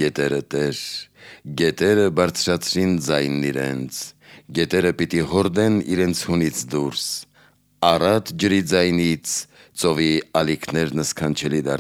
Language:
Armenian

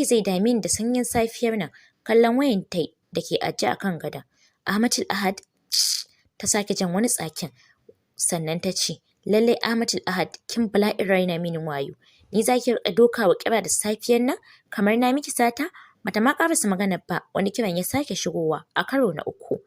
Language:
Hausa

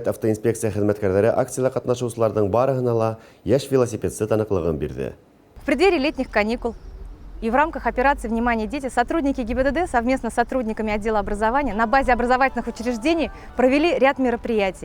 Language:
Bashkir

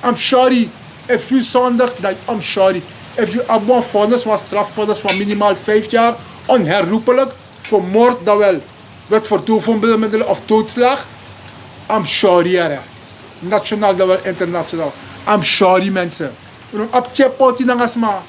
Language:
Sranan Tongo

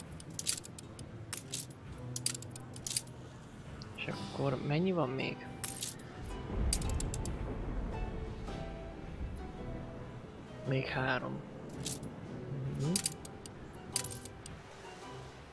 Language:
Hungarian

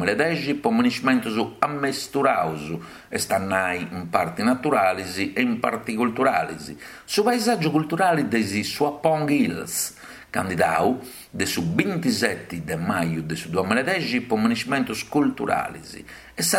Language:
Sardinian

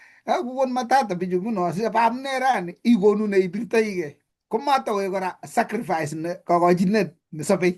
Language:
Kalenjin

